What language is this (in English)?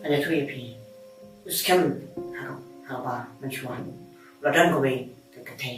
Khasi